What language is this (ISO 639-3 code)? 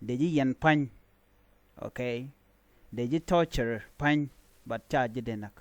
nus